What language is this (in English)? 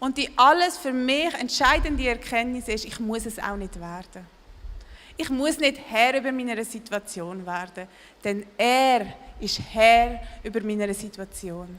Swiss German